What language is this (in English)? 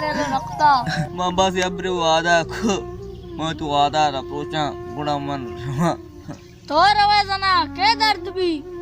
Baluchi